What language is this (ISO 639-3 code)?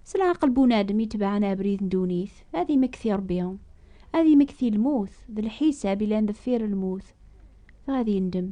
kab